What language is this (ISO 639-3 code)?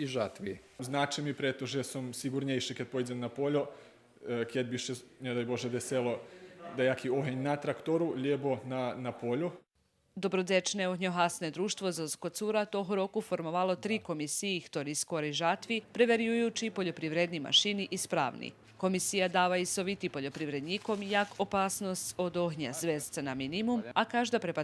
rue